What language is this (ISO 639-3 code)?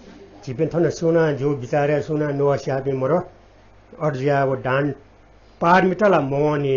new